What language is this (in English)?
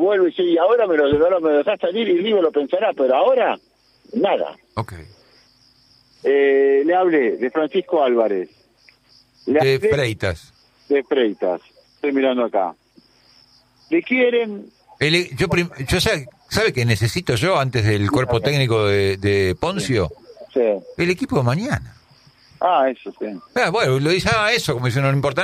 Spanish